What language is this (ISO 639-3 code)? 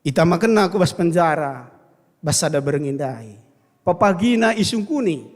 btx